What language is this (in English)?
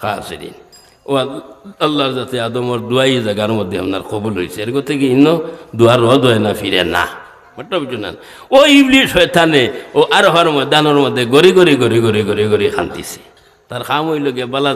Sylheti